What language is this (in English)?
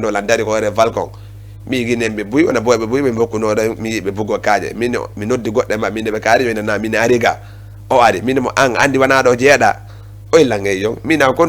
Fula